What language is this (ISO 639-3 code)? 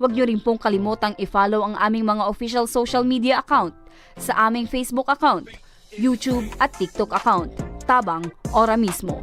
bik